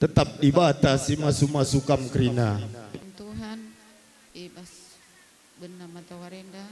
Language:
Batak Karo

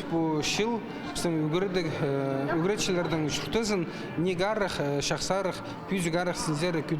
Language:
Khakas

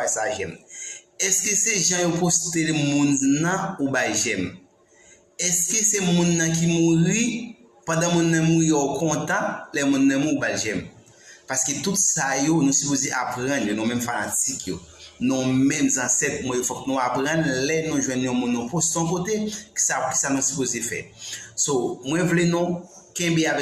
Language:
Haitian Creole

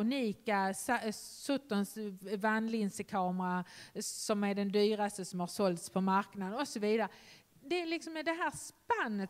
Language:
Swedish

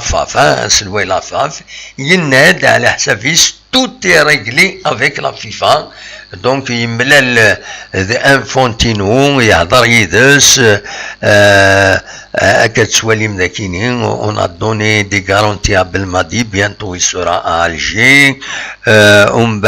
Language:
Kabyle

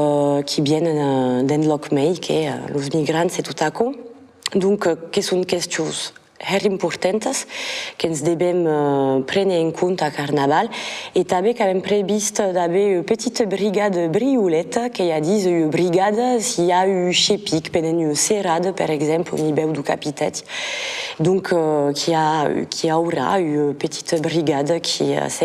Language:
Occitan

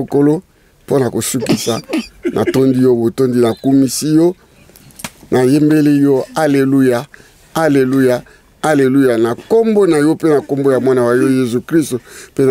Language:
Lingala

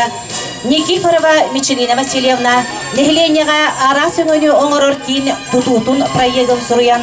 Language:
Yakut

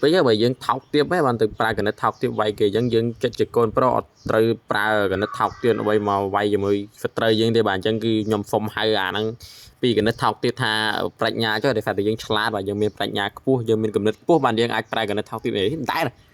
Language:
Khmer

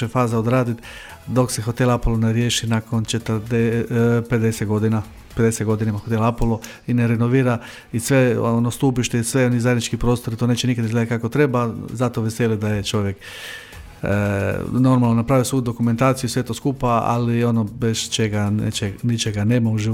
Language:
Croatian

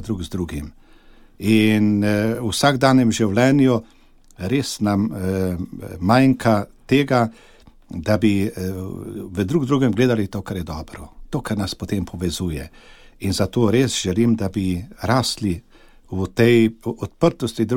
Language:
Slovenian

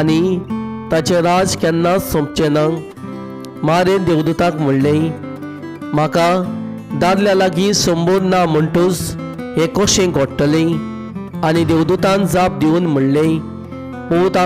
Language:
Konkani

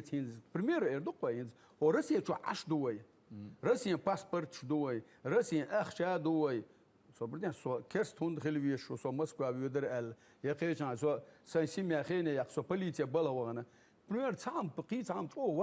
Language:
Chechen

